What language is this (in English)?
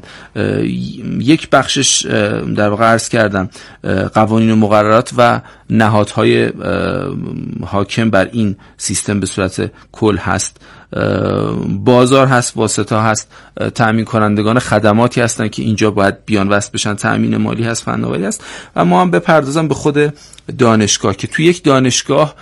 Persian